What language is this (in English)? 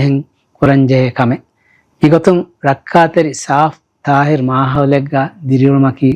Divehi